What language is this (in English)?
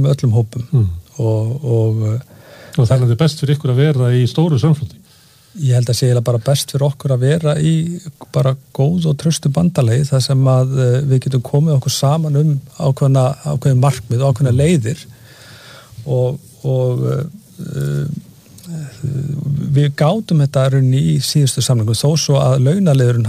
Icelandic